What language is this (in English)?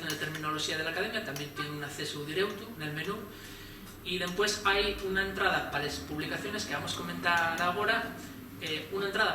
Asturian